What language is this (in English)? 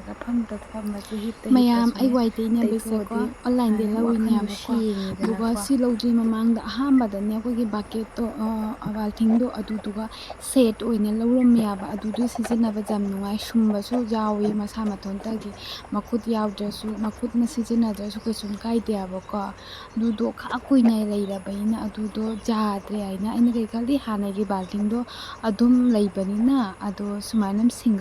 Manipuri